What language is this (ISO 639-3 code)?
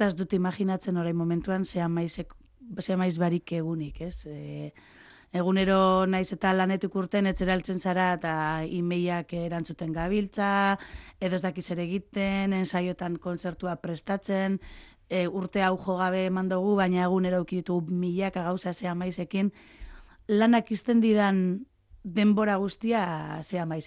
eus